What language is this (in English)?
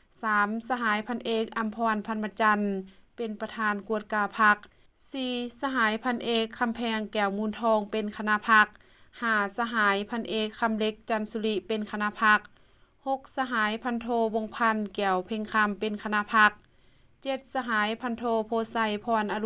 Lao